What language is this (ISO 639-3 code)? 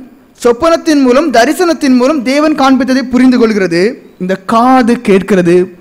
tam